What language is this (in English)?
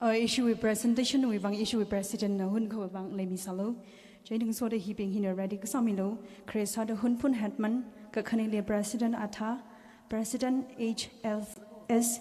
Tangkhul Naga (India)